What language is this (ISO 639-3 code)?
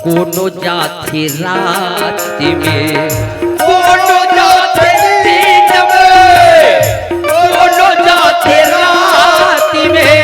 hne